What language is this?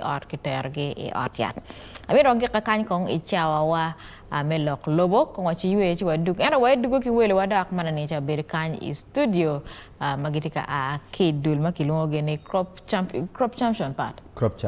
Acoli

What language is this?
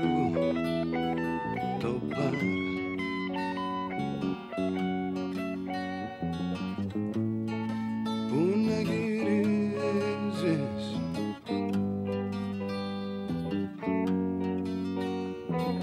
Greek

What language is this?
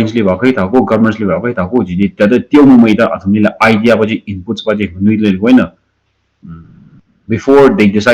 Tangkhul Naga (India)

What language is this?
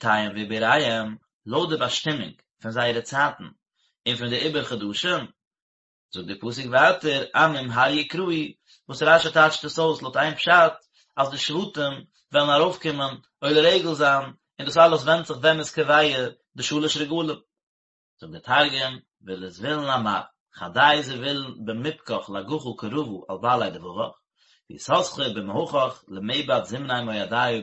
Yiddish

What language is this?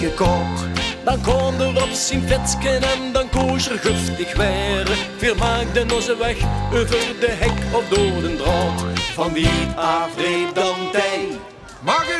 Limburgish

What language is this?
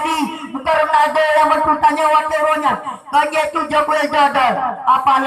Achinese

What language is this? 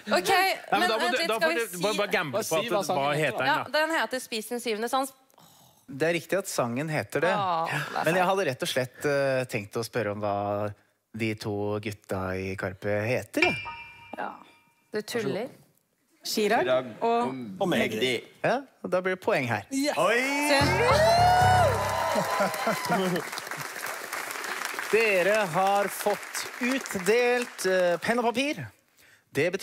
Norwegian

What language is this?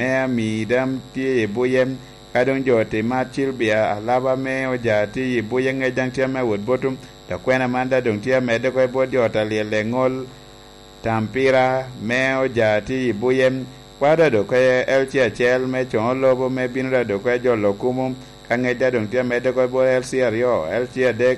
Lango (Uganda)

